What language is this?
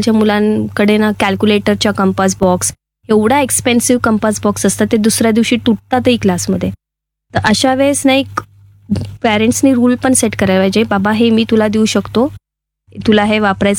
Marathi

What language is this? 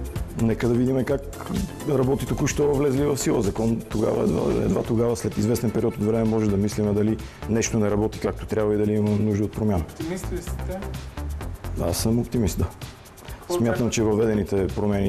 Bulgarian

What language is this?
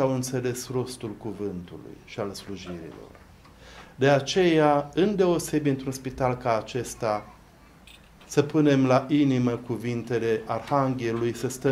Romanian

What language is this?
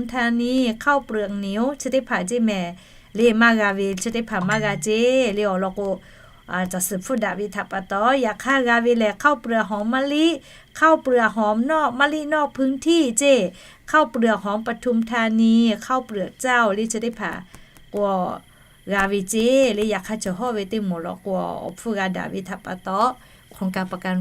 Lahu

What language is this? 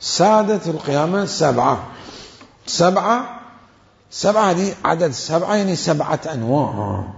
Mesopotamian Arabic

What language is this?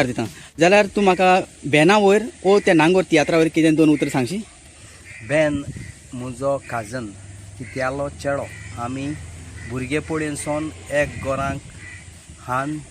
Konkani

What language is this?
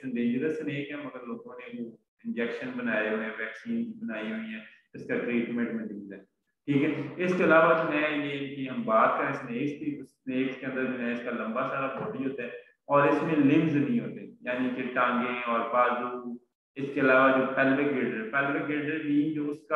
Hindi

